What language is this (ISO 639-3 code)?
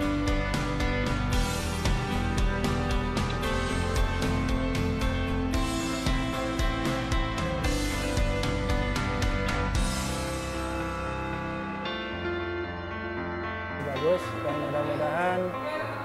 ind